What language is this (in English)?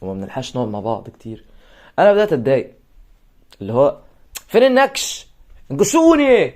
Egyptian Arabic